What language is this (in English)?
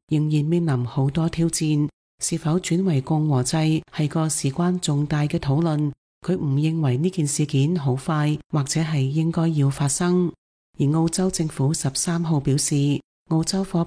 Cantonese